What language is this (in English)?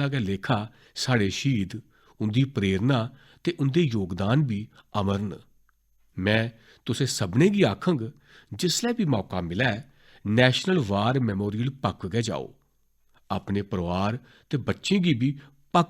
Dogri